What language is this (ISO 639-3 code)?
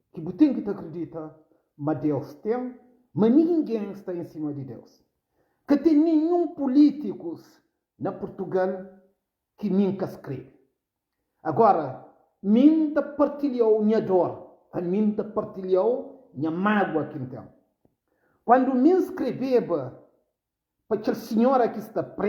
kea